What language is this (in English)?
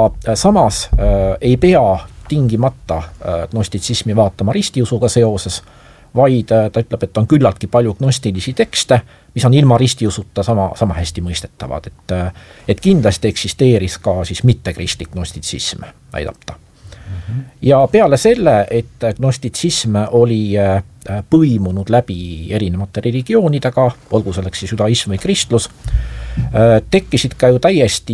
Estonian